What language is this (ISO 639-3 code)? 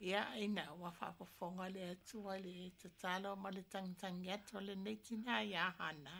smo